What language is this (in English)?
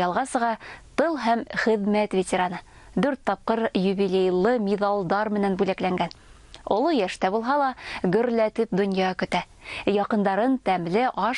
Bashkir